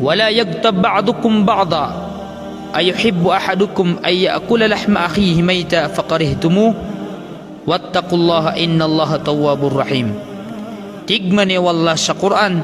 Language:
Maranao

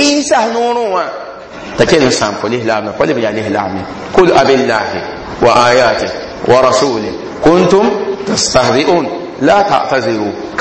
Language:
Mossi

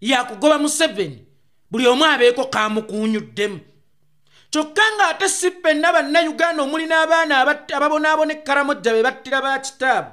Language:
Ganda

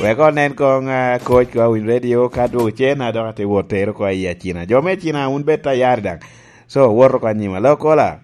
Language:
Lango (Uganda)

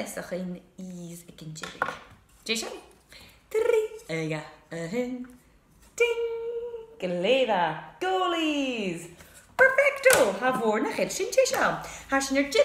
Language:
Scottish Gaelic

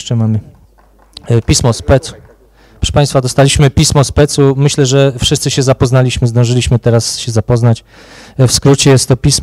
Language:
Polish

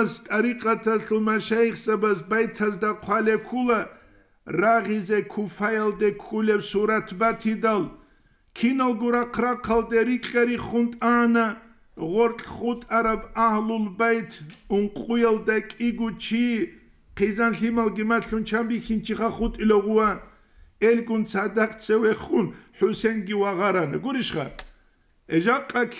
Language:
Avaric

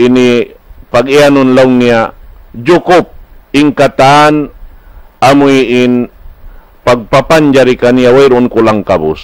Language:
Tausug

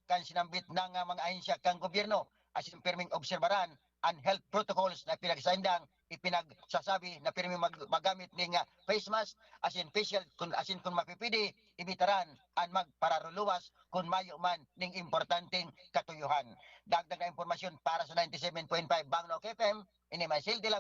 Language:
Bikol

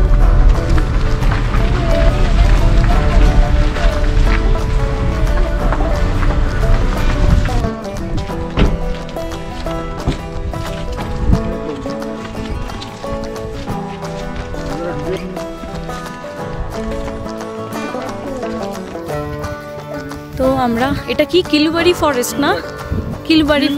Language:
Bangla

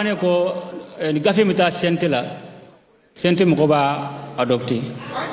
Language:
Bambara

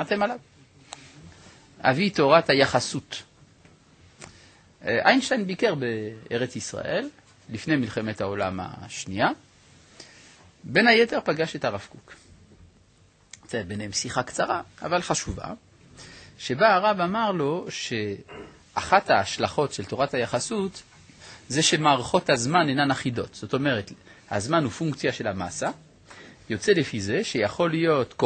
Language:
Hebrew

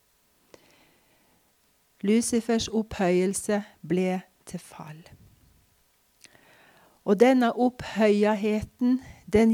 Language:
Norwegian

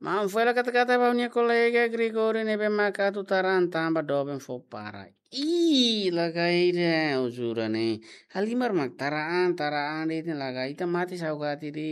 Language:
Tetum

